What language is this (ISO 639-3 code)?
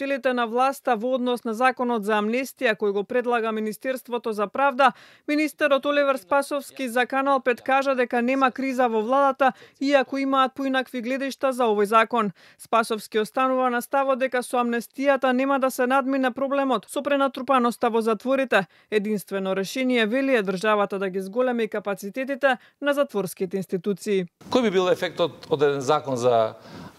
mkd